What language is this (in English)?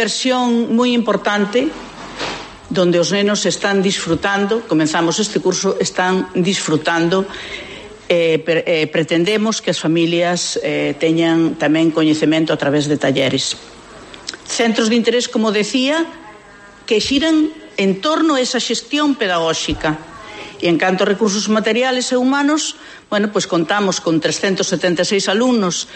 Galician